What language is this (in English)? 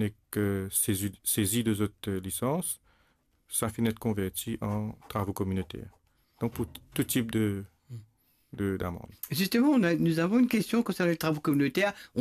Morisyen